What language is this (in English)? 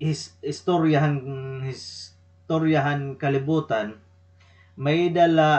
Waray